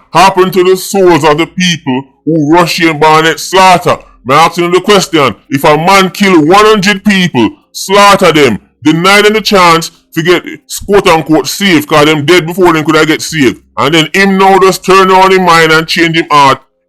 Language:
Jamaican Creole English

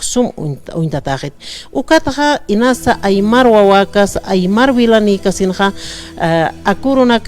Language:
Aymara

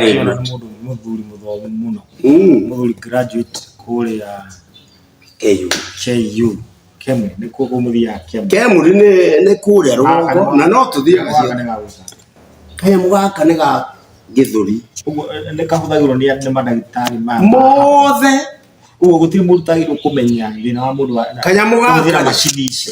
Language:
Kikuyu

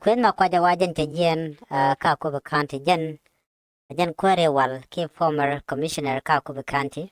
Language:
Nuer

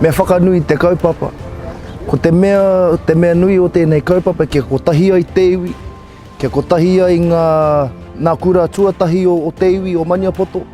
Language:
Māori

